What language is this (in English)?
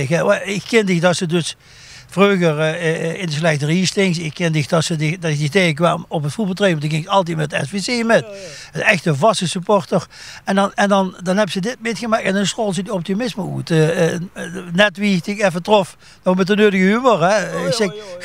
Limburgish